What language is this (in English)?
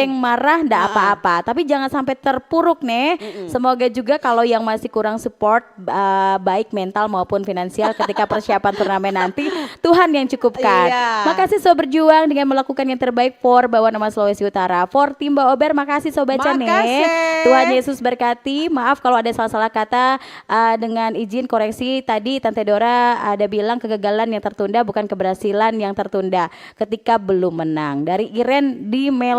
Manado Malay